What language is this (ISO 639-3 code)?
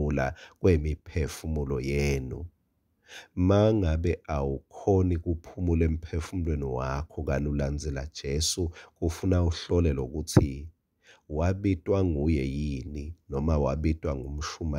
ssw